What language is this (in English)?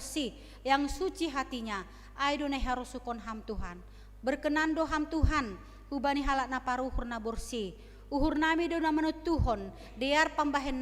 Batak Simalungun